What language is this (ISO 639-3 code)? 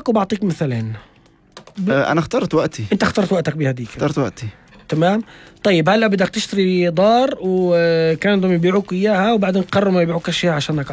apc